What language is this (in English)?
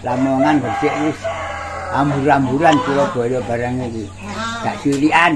Javanese